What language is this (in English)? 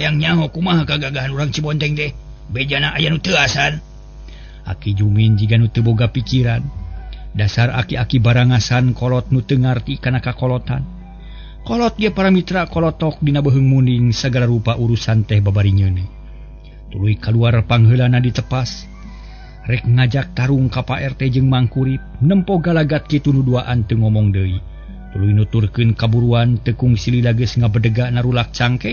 Sundanese